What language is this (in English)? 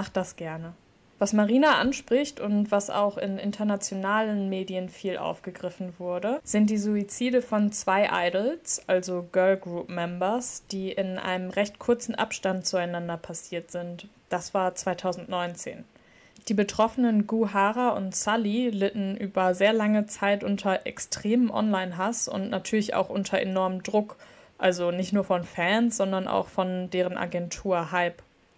German